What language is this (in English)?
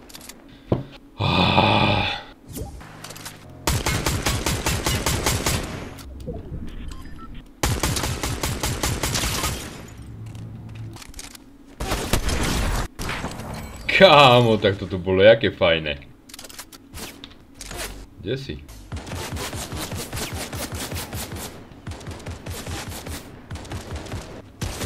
Slovak